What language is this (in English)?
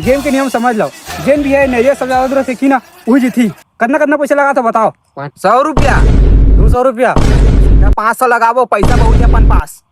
Chhattisgarhi